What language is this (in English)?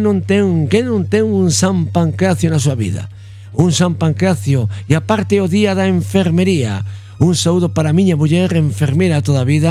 Galician